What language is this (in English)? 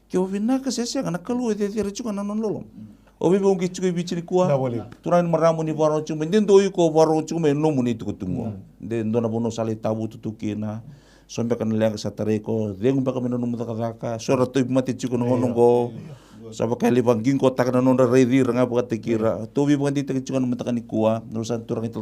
Fijian